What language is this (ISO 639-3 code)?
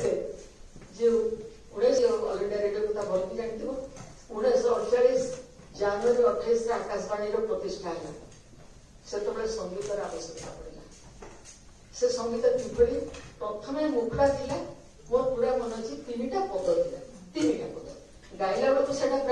ori